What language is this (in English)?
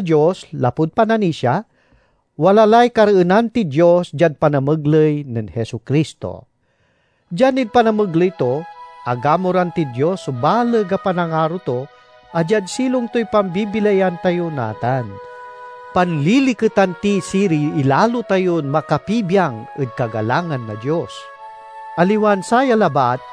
Pangasinan